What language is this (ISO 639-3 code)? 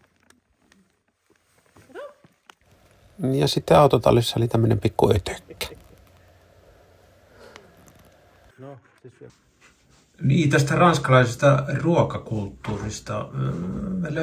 fin